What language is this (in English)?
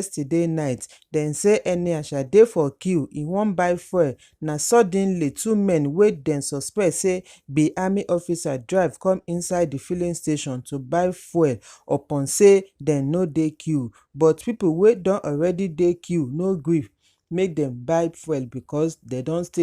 Nigerian Pidgin